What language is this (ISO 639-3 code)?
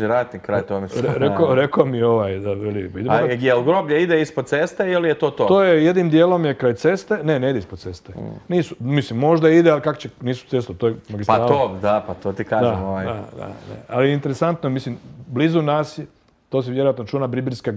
hrv